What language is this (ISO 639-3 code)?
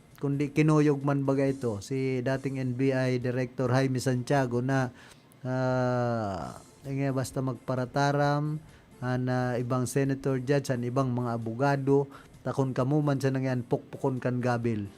bik